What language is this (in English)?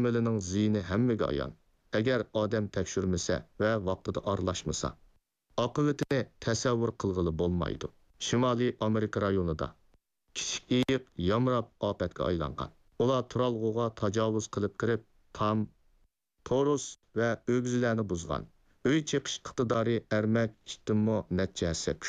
Uyghur